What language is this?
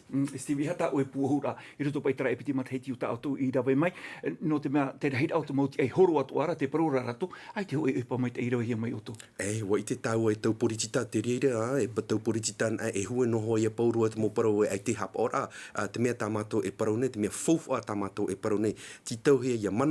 Tahitian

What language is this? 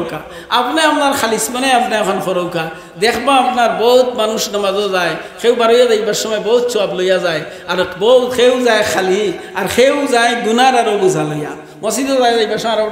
Sylheti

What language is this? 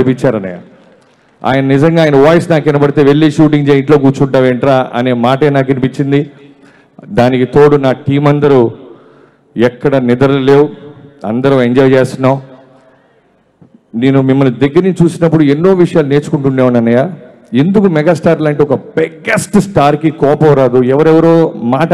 Telugu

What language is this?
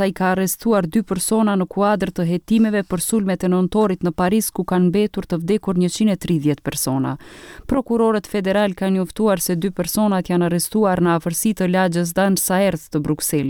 Albanian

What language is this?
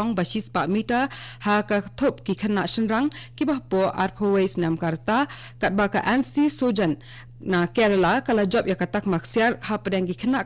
Khasi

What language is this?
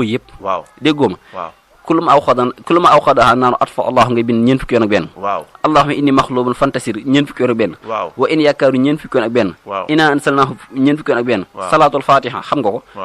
Wolof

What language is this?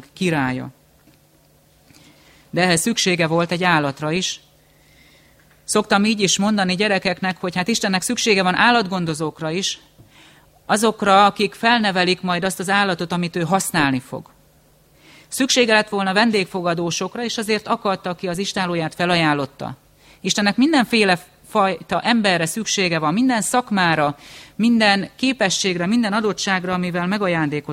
Hungarian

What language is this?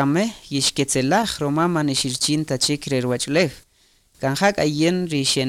Kaqchikel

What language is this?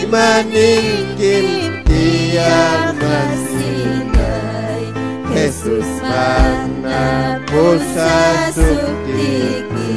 Ayacucho Quechua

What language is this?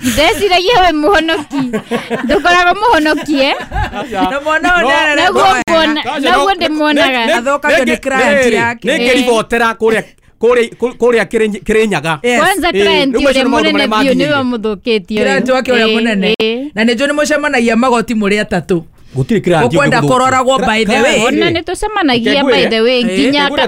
Kikuyu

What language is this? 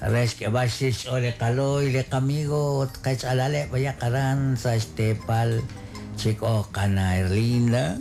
Kekchí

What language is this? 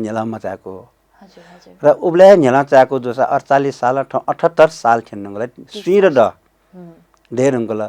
Newari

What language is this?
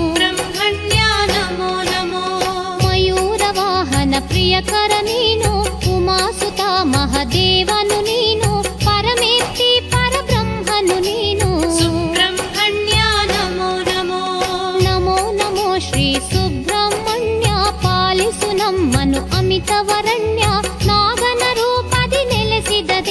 Kannada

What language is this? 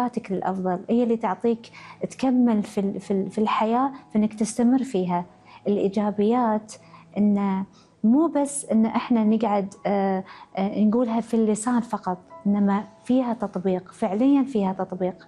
Gulf Arabic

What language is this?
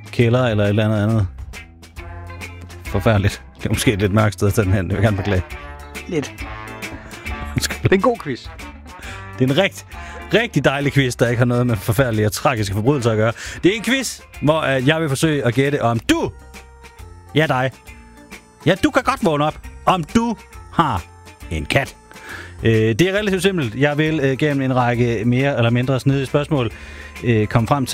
Danish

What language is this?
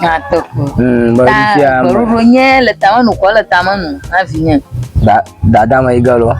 Ewe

